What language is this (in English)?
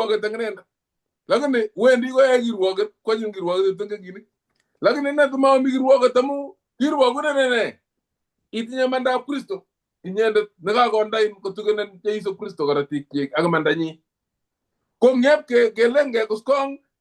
Kalenjin